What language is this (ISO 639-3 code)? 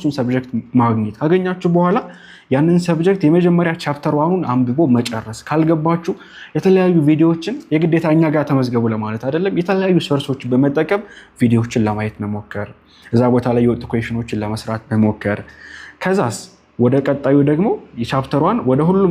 amh